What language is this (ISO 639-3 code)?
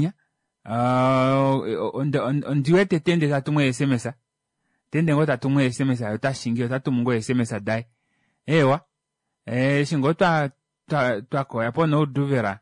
kua